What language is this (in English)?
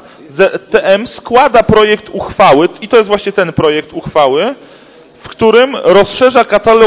Polish